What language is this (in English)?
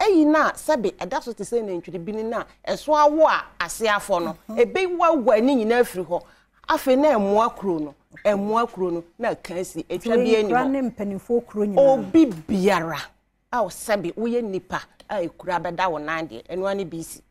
Akan